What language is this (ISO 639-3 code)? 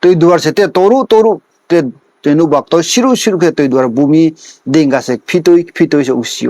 ria